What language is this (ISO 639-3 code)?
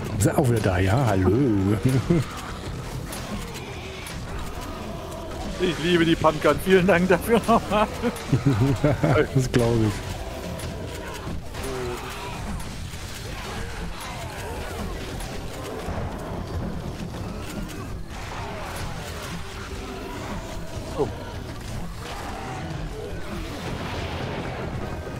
deu